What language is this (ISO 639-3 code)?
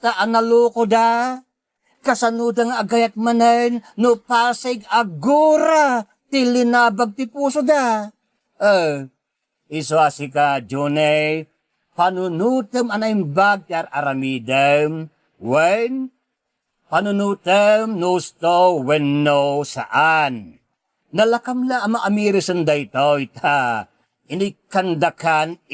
ilo